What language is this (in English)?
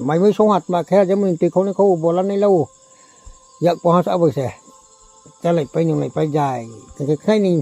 Riang (India)